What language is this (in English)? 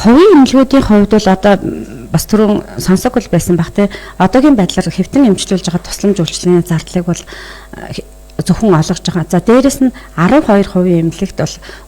Mongolian